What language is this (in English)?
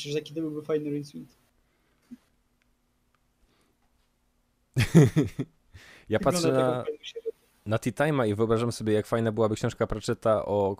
Polish